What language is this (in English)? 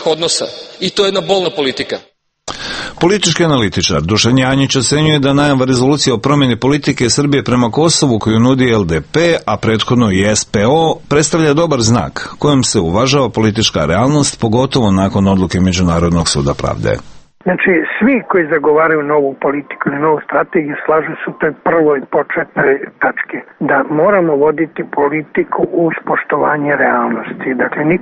Serbian